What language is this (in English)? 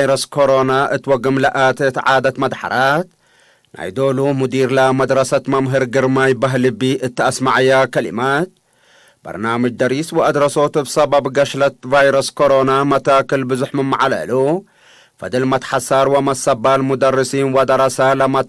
Tigre